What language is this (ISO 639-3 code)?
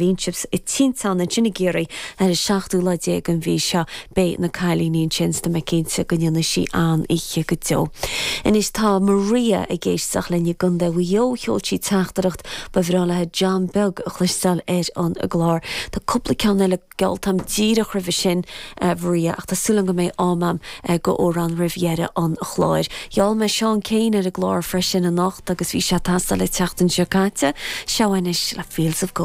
gle